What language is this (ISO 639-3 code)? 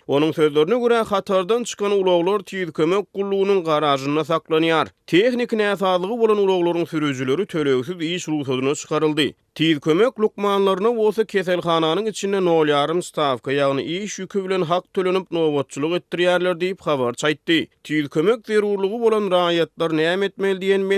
tuk